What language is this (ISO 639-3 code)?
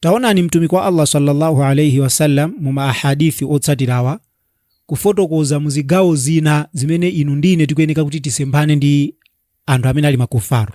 nya